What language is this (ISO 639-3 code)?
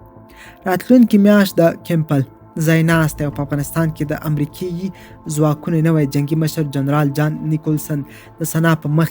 pus